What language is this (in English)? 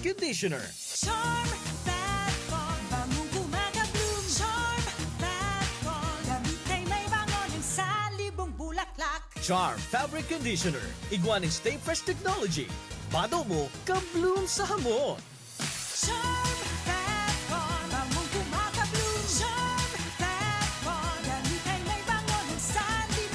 Bikol